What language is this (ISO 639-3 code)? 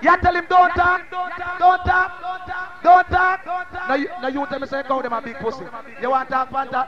jam